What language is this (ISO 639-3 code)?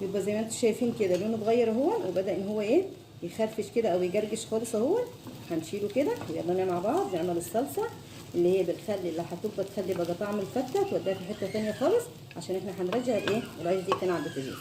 arz